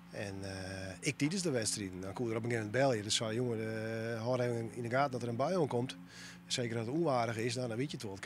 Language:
Western Frisian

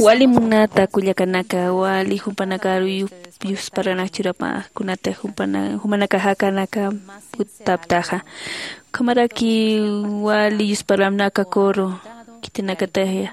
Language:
Aymara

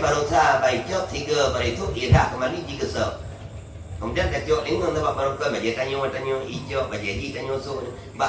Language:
Achinese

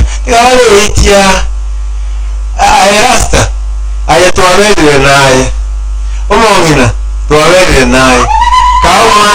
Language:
Gusii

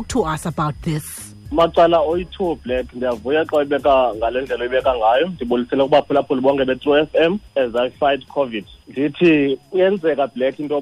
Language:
Xhosa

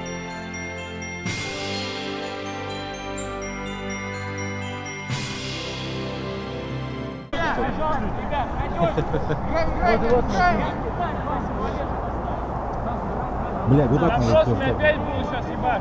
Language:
Russian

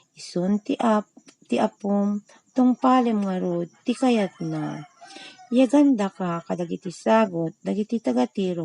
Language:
Iloko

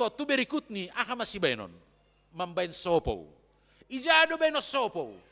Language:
Batak Simalungun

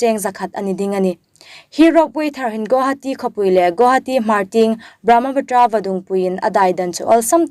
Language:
Hmar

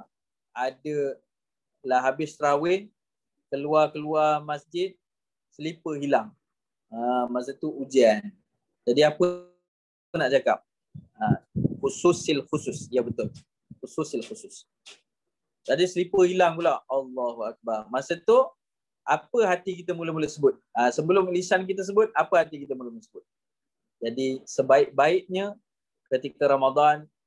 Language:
Malay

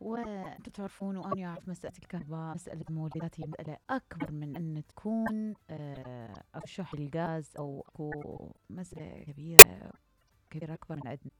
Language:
Mesopotamian Arabic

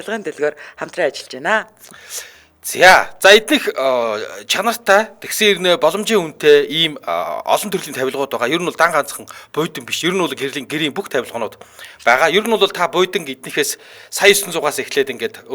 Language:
Mongolian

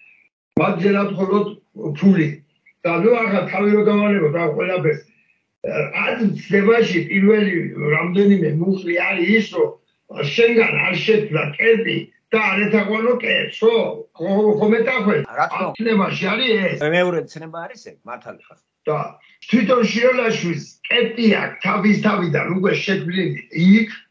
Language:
Georgian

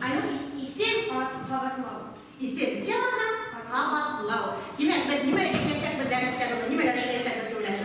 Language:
Bashkir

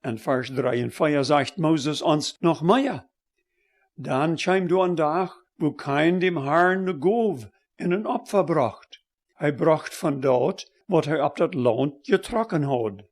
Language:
Plautdietsch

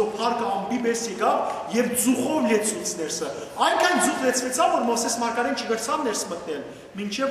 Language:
Western Armenian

